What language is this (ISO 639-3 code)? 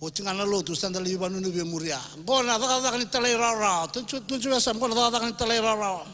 fij